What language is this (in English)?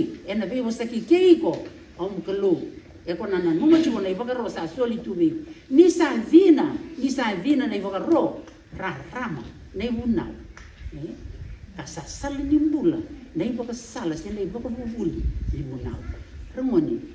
Fijian